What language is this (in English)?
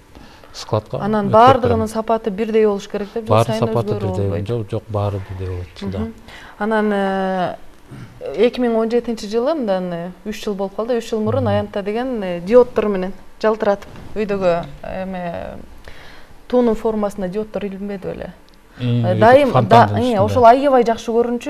Kyrgyz